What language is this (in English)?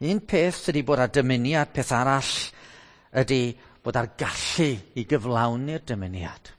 Welsh